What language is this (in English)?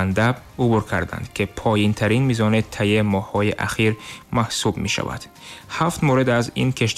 Tajik